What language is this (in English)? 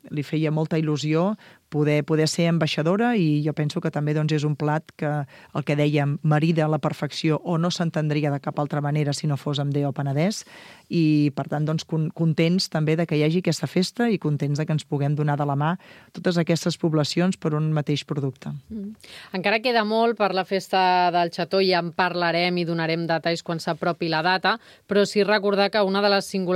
Catalan